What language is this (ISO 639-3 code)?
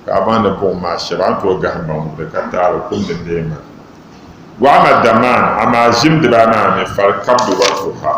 dag